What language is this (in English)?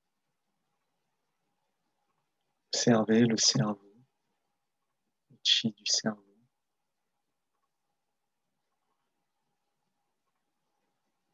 French